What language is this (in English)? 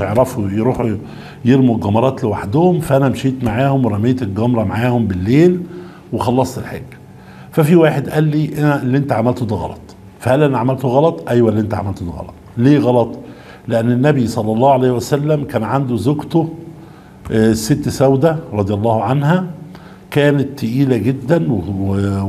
Egyptian Arabic